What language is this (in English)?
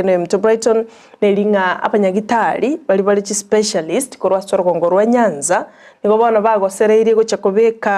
Gusii